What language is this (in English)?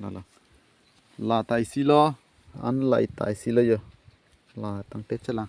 Karbi